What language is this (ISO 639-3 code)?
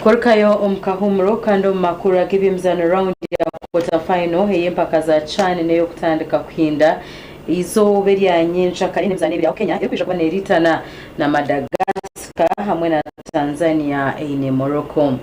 nyn